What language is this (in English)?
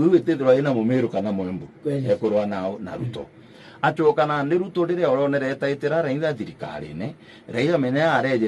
Meru